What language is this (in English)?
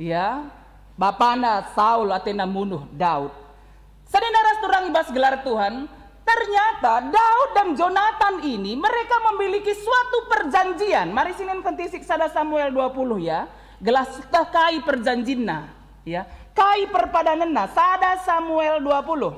Batak Karo